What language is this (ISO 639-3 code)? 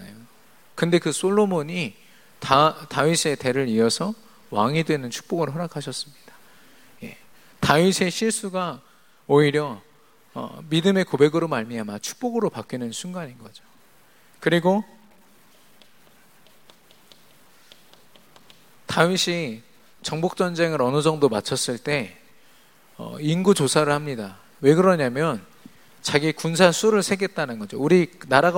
kor